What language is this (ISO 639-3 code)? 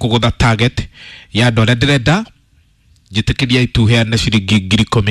kik